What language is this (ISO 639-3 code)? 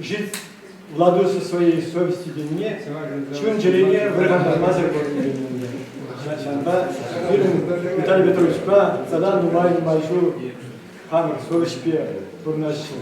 chv